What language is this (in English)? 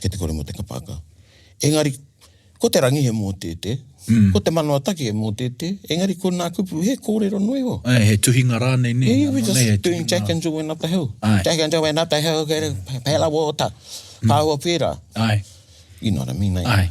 Māori